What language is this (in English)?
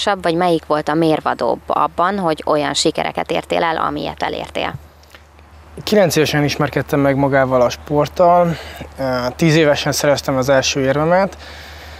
Hungarian